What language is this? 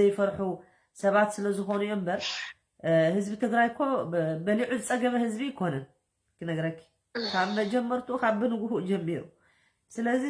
Tigrinya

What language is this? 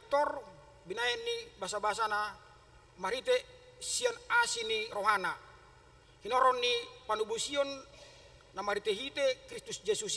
Batak Toba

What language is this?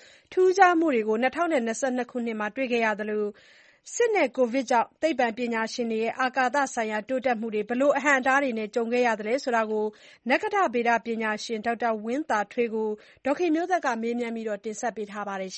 Burmese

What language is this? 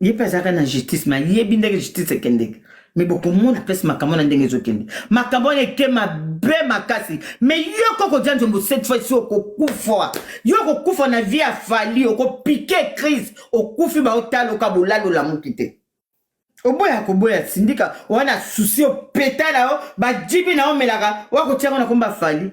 Lingala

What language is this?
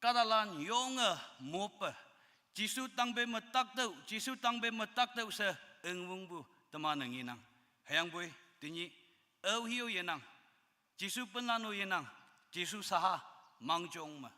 Konyak Naga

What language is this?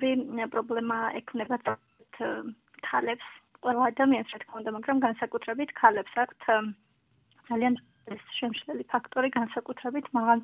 Georgian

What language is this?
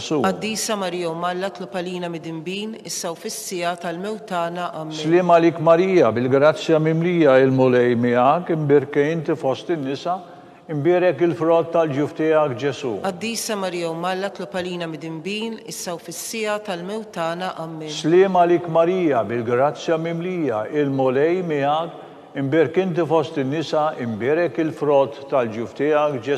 Maltese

